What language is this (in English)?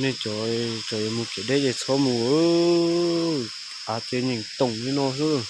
Hmong